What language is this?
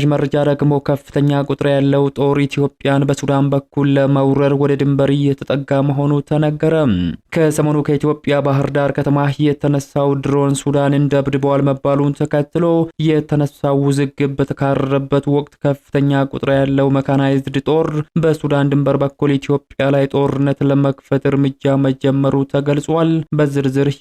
Amharic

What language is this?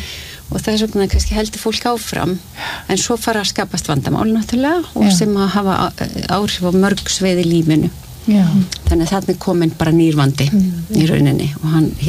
Icelandic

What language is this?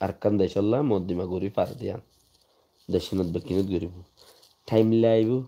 Rohingya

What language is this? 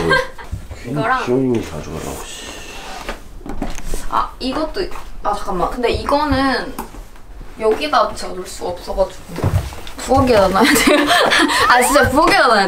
Korean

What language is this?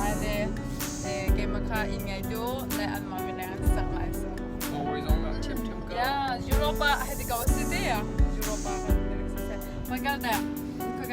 Hakha Chin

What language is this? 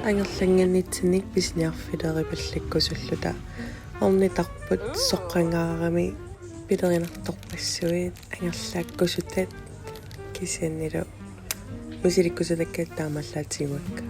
Kalaallisut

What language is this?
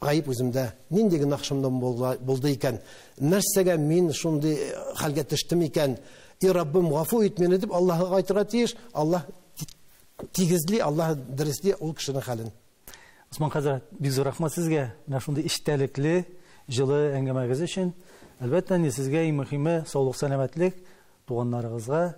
Tatar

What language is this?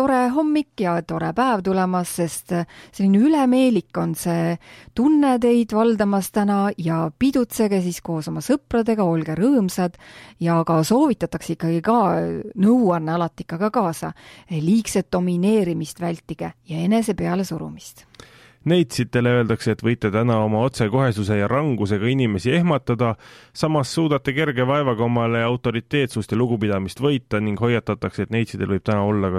Estonian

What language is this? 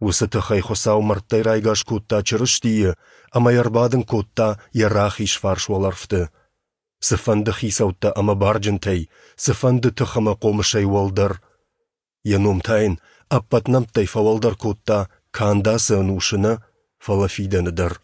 Ossetic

